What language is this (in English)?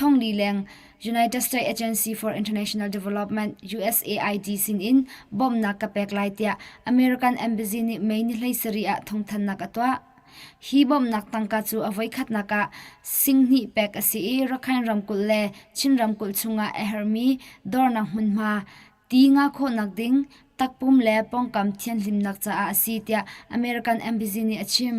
Hakha Chin